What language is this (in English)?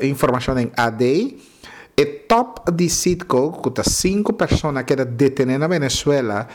Papiamento